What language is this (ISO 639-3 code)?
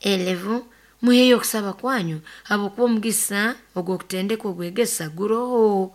nyo